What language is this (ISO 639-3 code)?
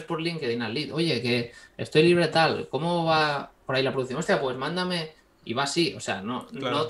spa